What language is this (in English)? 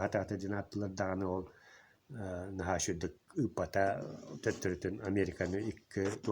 Yakut